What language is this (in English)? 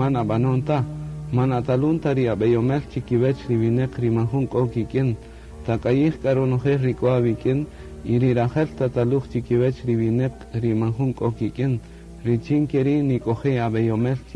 Kaqchikel